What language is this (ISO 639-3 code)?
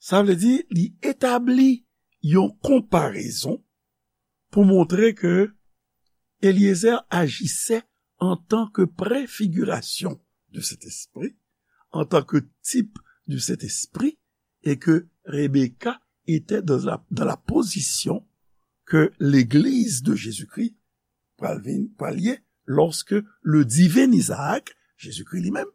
hat